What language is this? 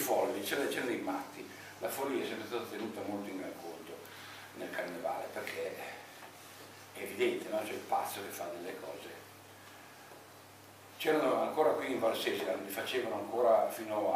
Italian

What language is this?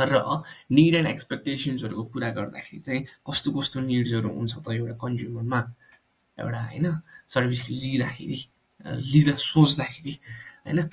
Nepali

